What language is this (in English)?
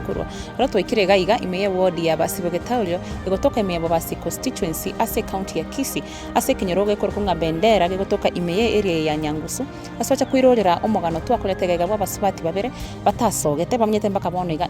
Gusii